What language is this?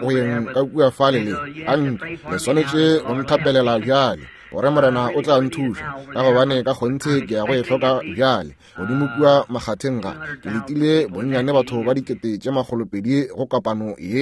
Northern Sotho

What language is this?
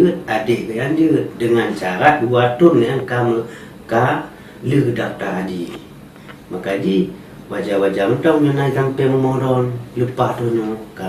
Achinese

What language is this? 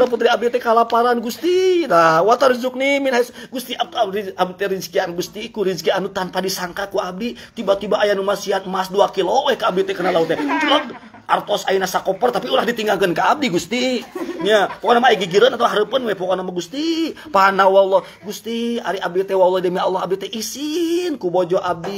Sundanese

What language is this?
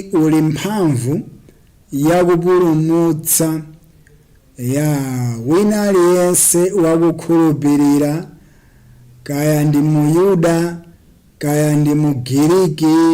Nyanja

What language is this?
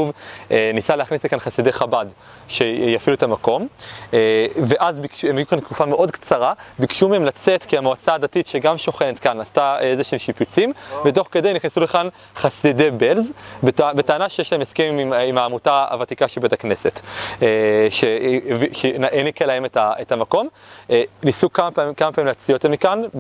Hebrew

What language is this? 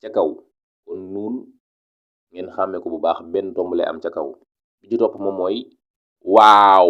Wolof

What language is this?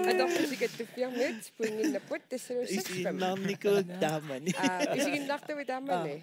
Kalaallisut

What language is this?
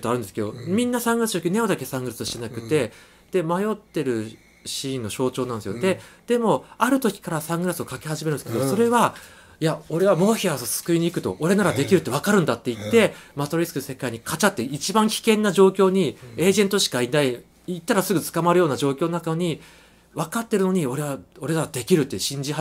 Japanese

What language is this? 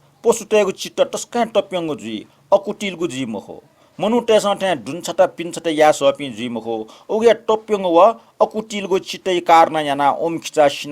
Newari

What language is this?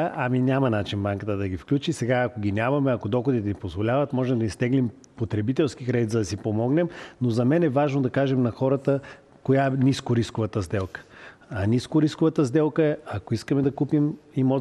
Bulgarian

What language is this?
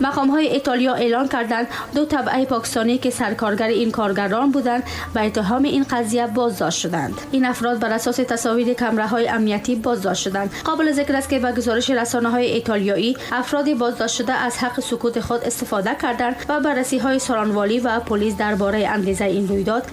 Tajik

